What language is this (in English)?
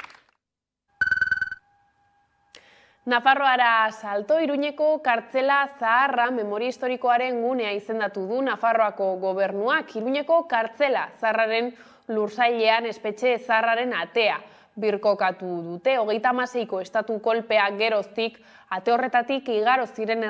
Basque